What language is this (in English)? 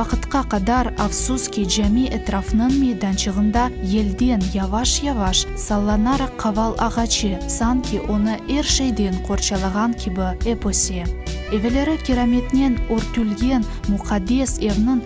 Crimean Tatar